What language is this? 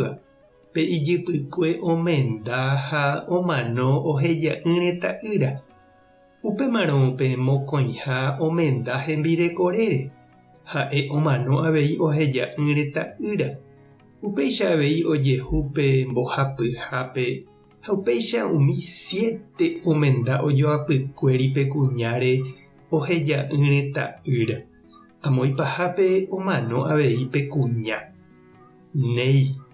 Guarani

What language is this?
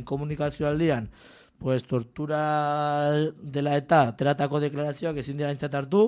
Basque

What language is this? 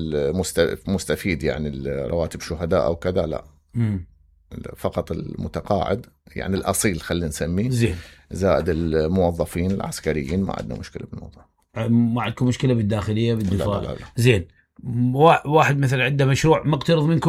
Mesopotamian Arabic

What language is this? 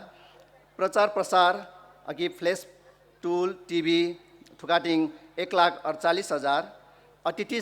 Newari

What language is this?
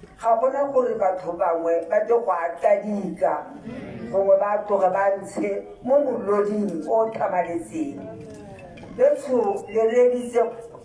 Tswana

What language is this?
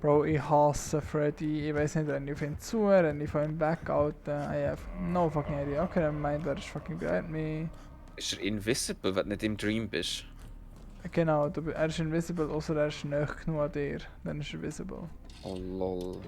Swiss German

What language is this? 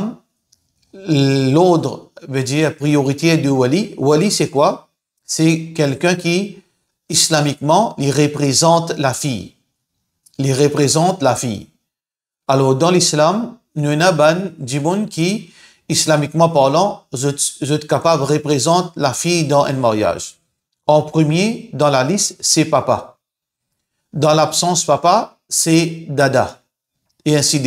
Morisyen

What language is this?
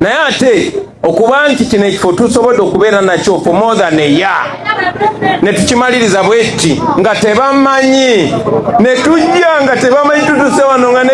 Ganda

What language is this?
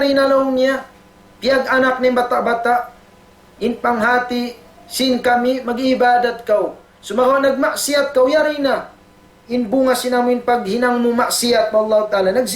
Tausug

